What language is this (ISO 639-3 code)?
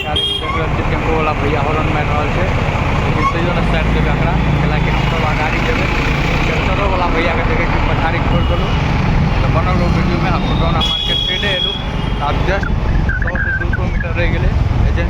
mai